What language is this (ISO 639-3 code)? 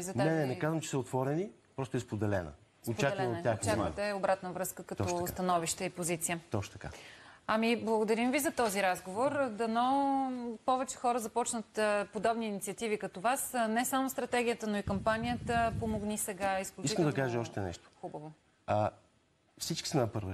bul